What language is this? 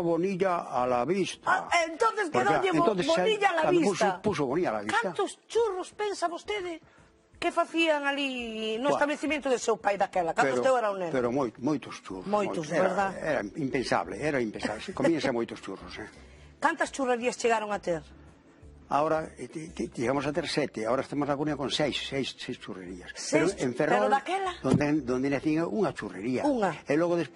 Galician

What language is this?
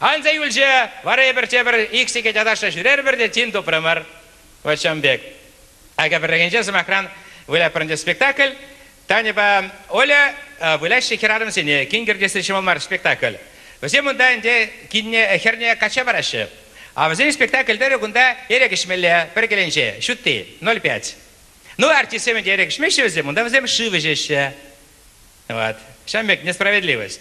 Chuvash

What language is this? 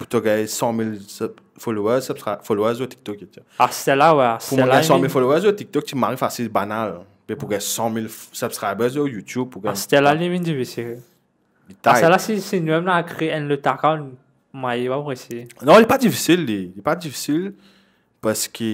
Morisyen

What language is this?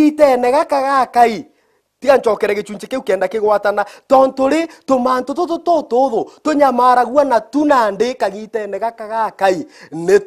Meru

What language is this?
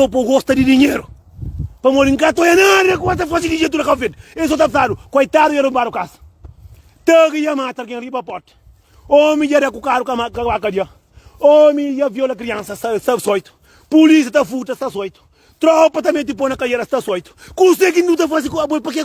Kabuverdianu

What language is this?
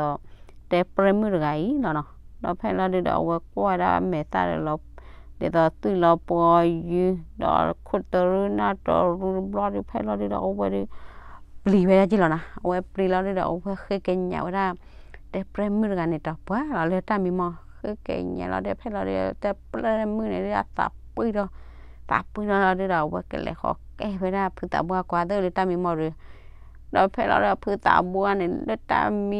S'gaw Karen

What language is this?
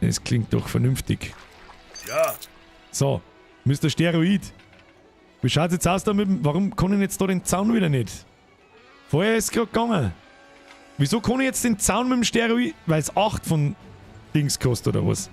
Bavarian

